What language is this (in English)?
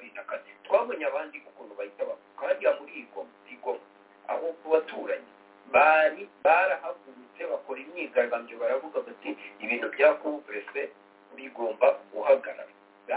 Kinyarwanda